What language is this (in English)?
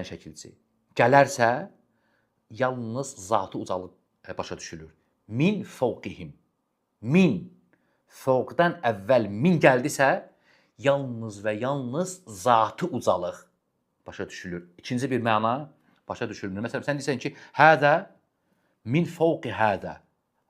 Azerbaijani